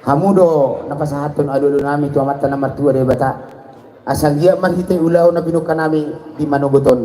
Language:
Batak Toba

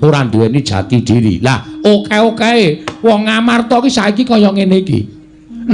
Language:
Javanese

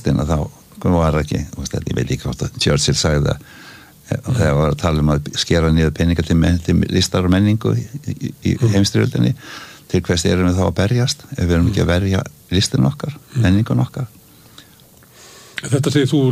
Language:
Icelandic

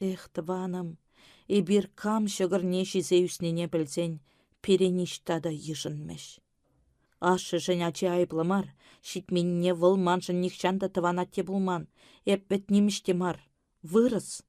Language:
Chuvash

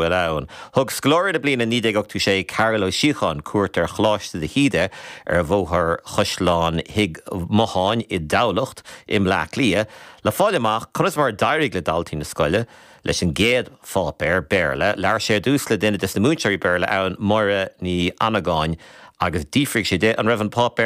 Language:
Irish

